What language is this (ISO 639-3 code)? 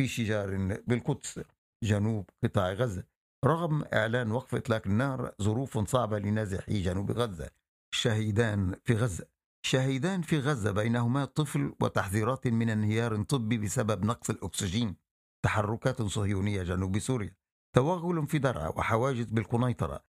ara